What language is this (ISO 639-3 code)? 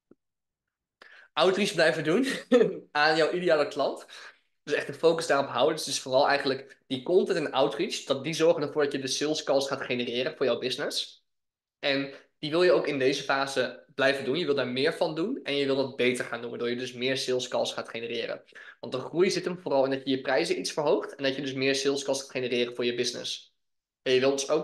nld